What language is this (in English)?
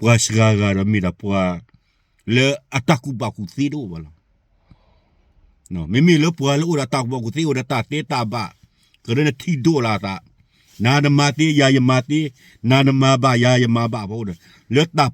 S'gaw Karen